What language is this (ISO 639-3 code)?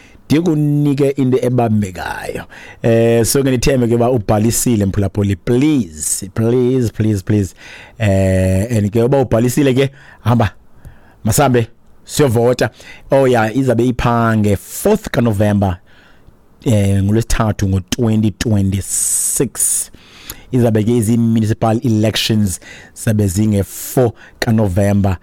xho